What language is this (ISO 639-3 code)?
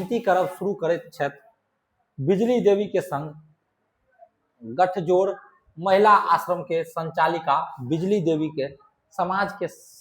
mai